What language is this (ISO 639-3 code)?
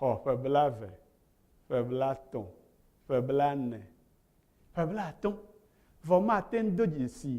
ewe